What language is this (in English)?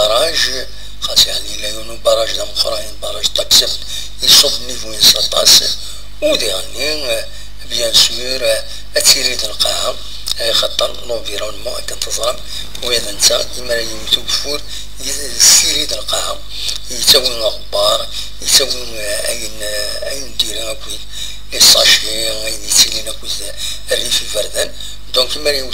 Kabyle